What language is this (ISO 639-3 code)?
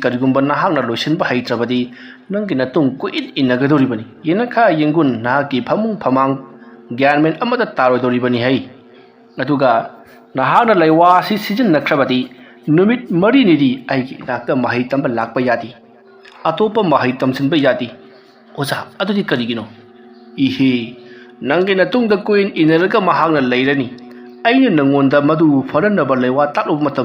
mni